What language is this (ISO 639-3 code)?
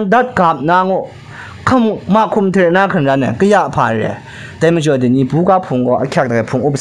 kac